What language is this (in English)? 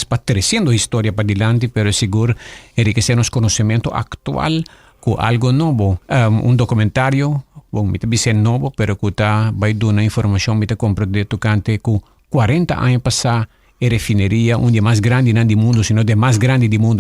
Papiamento